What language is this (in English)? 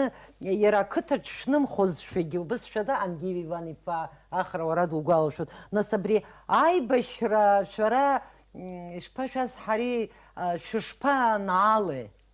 Abkhazian